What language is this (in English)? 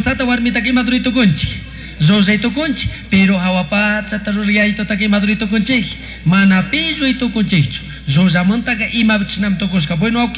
Chimborazo Highland Quichua